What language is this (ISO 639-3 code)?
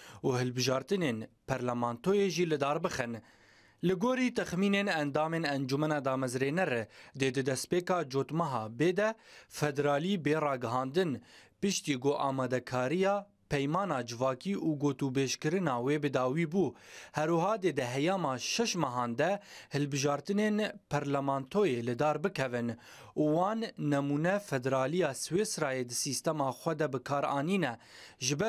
kur